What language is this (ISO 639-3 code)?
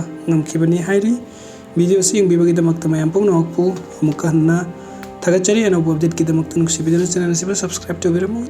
mni